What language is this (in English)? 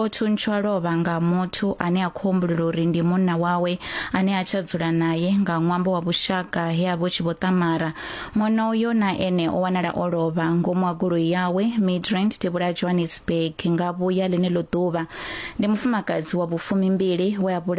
Venda